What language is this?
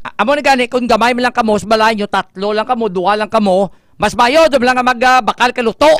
Hiligaynon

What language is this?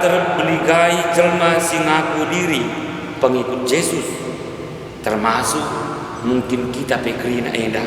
Batak Karo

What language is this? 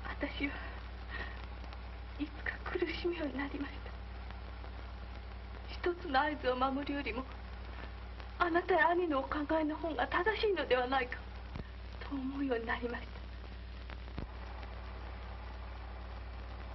Japanese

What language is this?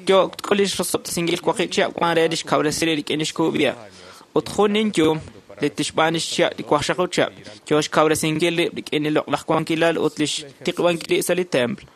Kekchí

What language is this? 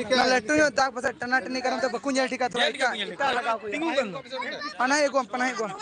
Santali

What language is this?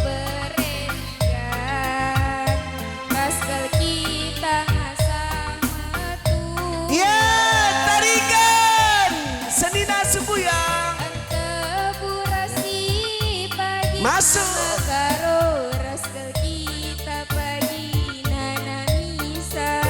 Batak Karo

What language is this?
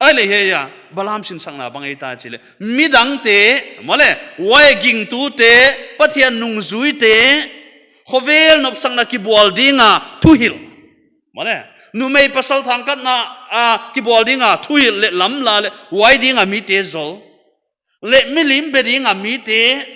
Paite Chin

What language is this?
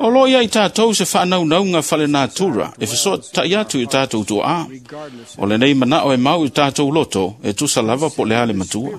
Samoan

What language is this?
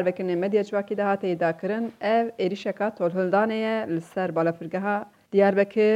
Kurdish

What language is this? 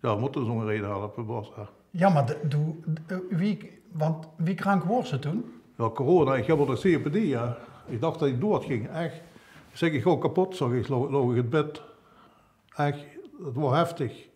Limburgish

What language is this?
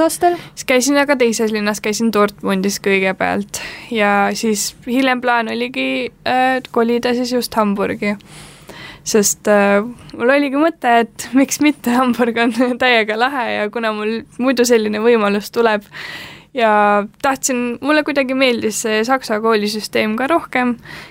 Estonian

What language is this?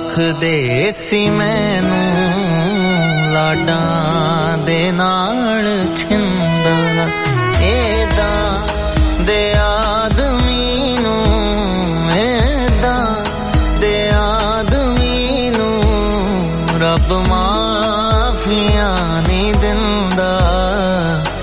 Punjabi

